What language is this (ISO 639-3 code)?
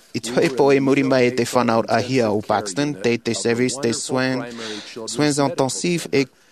tah